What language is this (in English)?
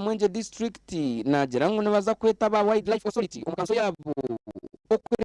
Nyankole